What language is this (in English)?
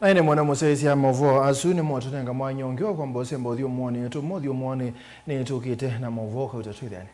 Kamba